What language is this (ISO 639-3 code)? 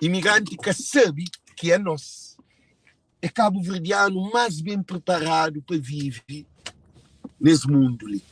kea